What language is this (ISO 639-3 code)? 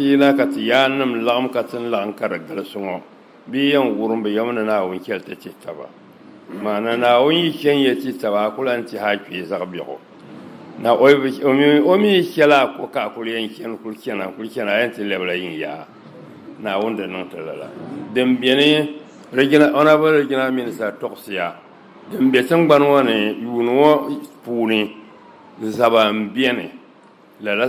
dag